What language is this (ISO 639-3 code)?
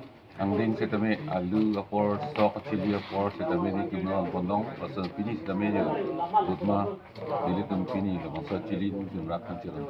mjw